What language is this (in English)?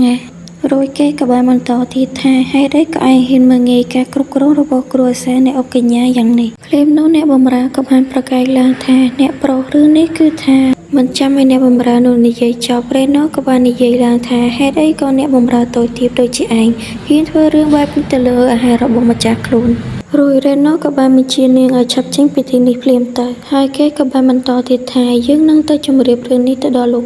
Khmer